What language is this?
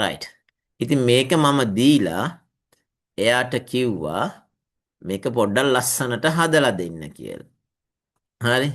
Sinhala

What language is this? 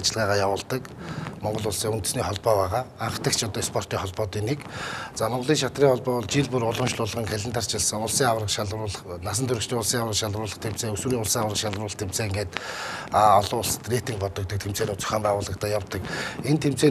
Mongolian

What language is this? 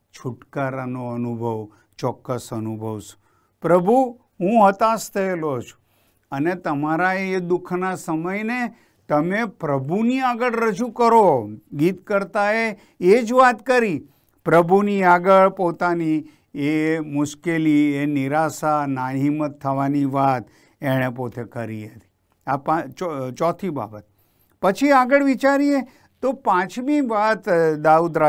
Gujarati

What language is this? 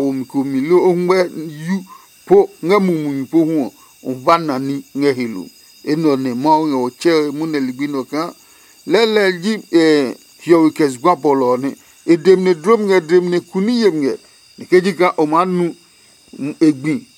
Adangme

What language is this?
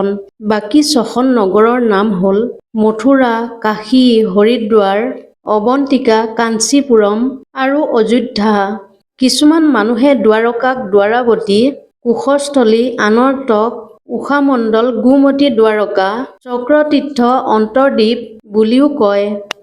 Assamese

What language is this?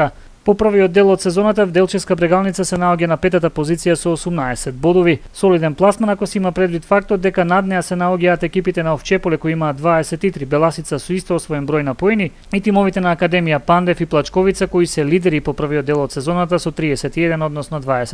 Macedonian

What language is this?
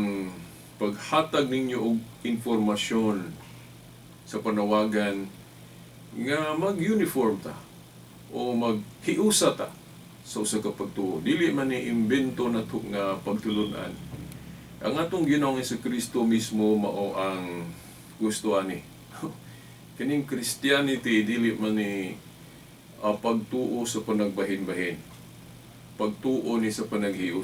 Cebuano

